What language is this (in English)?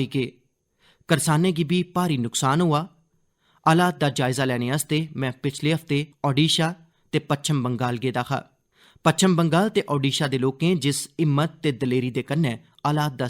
Dogri